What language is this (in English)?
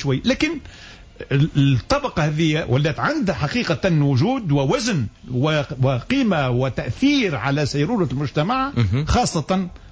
Tunisian Arabic